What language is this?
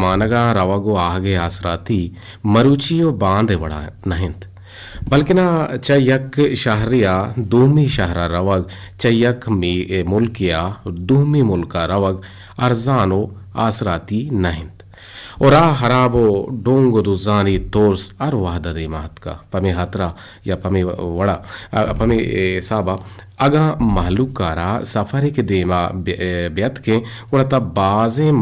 Eastern Balochi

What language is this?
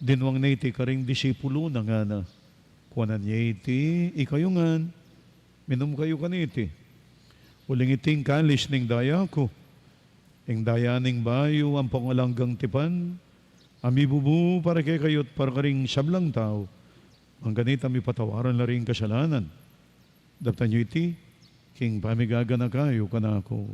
Pampanga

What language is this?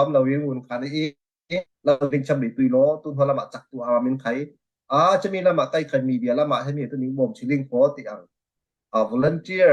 Falam Chin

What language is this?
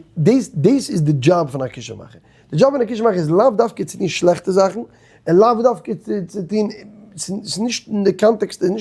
Yiddish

